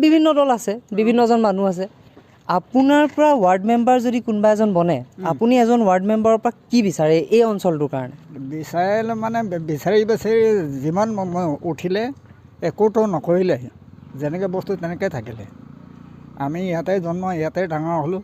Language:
Assamese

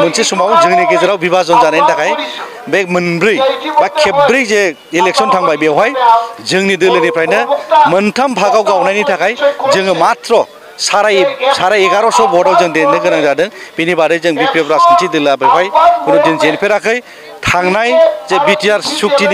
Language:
Bodo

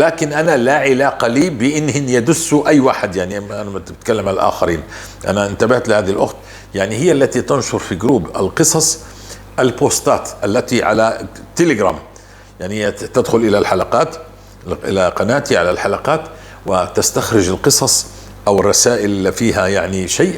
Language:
North Levantine Arabic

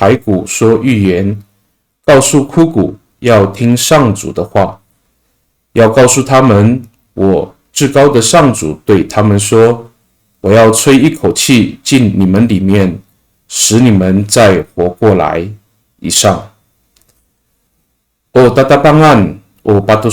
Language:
Amis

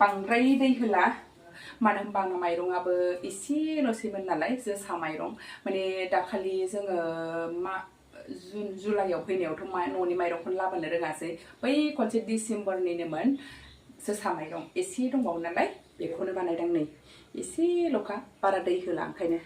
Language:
Bodo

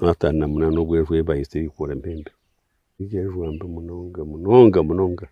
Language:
Nyankole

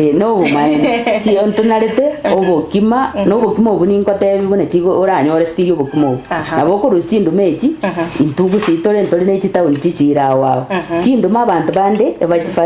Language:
Gusii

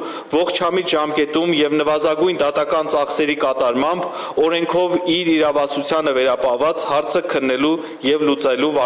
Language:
Armenian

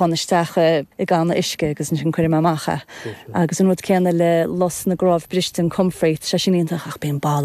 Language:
Irish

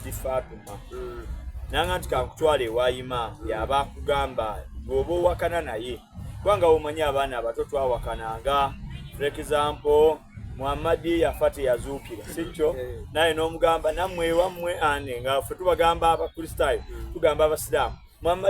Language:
Soga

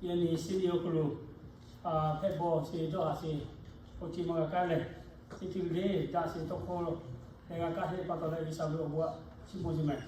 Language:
Lahu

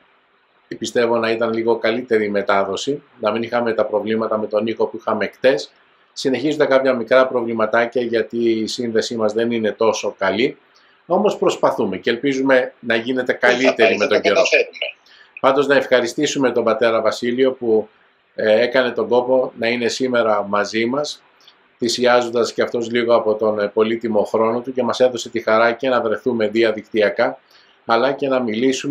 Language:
Greek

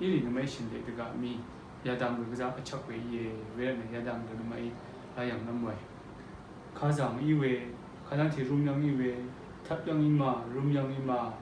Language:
Rawang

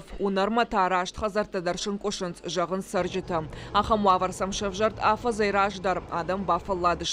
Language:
Ossetic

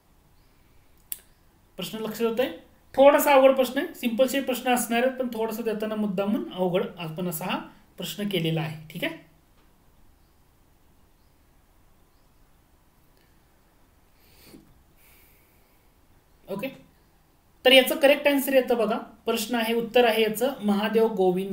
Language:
Marathi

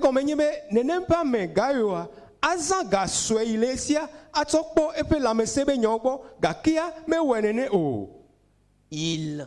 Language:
Ewe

